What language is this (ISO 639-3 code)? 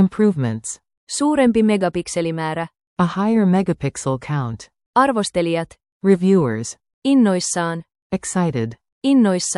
fin